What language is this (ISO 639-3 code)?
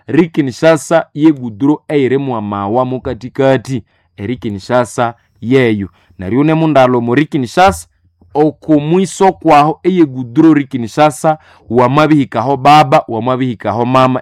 nnb